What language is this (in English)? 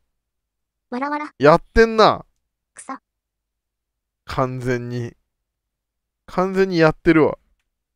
Japanese